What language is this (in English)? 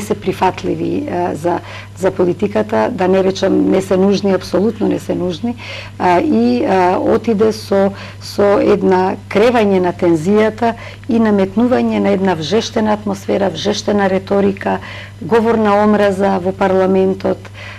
Macedonian